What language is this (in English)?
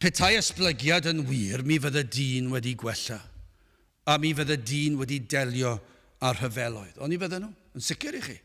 Welsh